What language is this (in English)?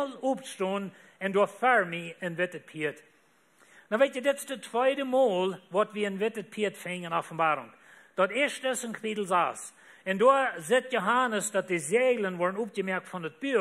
Plautdietsch